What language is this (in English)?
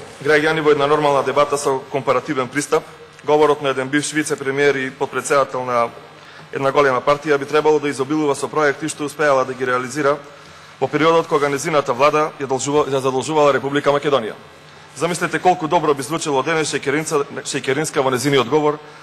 Macedonian